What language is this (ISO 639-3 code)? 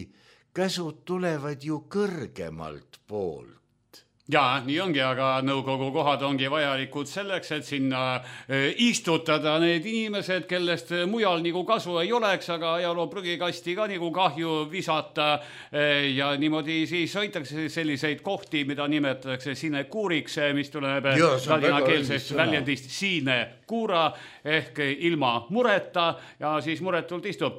est